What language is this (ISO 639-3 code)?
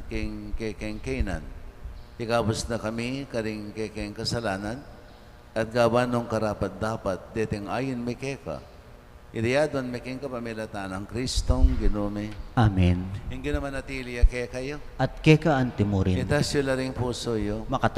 pam